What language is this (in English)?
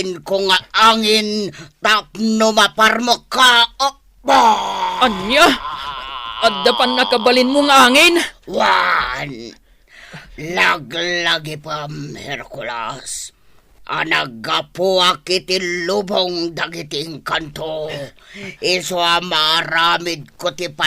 Iloko